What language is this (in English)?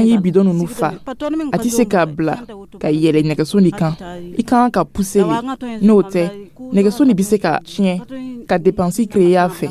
Dyula